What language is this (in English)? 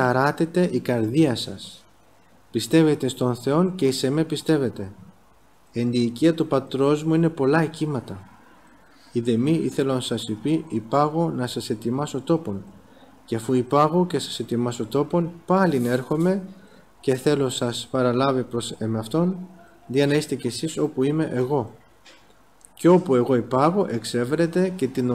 Greek